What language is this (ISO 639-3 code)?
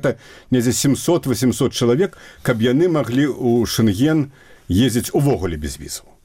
bel